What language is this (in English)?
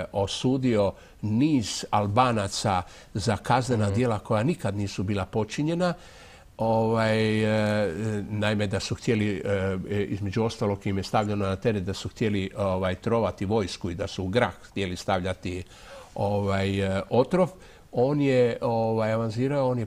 Croatian